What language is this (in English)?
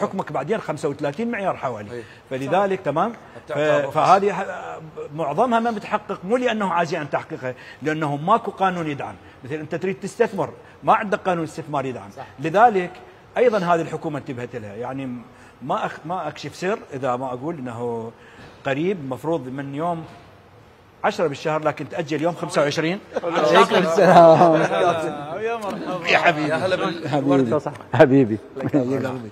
Mesopotamian Arabic